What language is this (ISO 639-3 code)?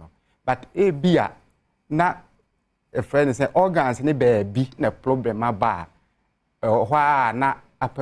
aka